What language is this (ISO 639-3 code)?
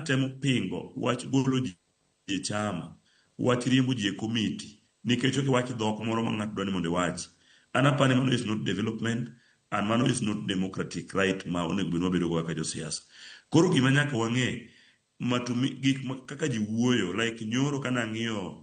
luo